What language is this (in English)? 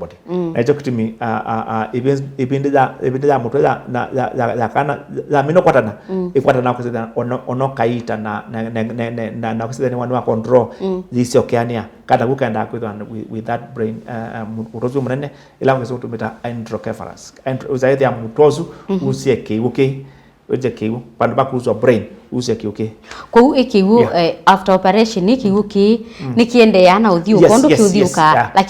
Kamba